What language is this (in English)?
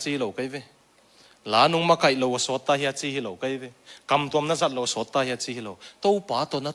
Tedim Chin